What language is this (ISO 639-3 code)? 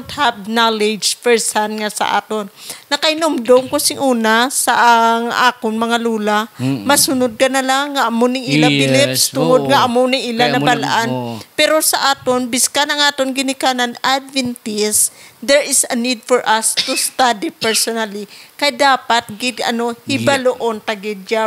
hil